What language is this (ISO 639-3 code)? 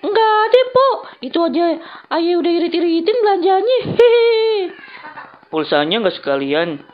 bew